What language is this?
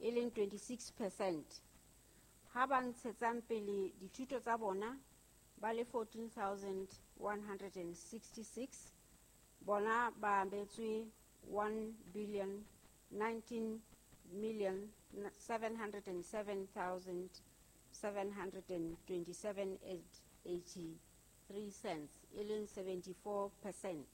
Southern Sotho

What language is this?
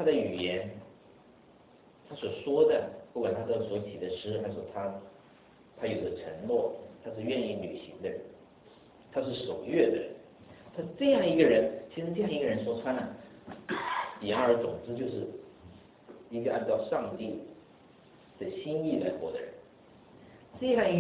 Chinese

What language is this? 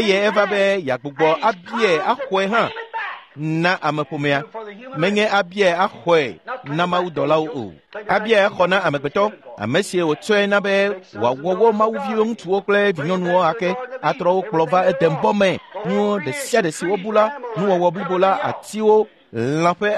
Ewe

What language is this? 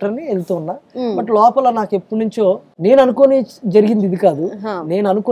Telugu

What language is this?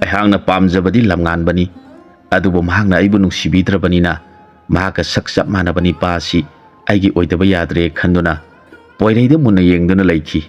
Manipuri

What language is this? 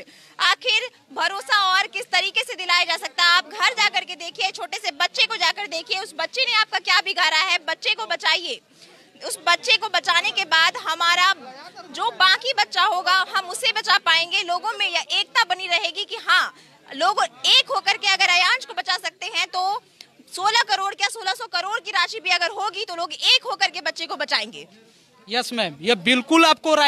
Hindi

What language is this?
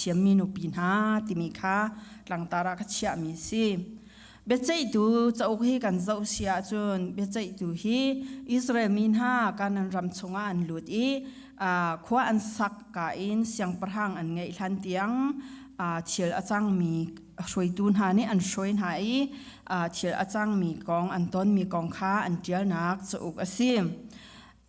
Hakha Chin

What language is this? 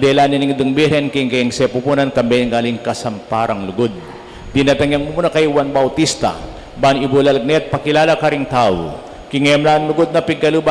Pampanga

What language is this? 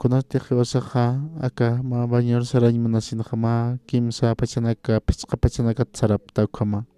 Aymara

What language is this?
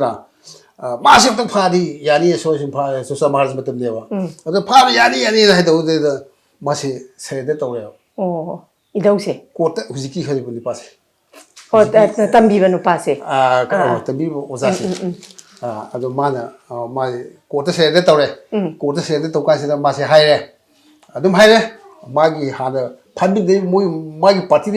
Manipuri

